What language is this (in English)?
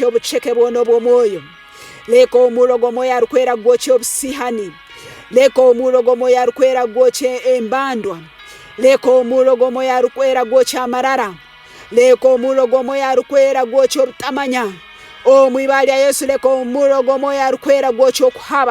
Tooro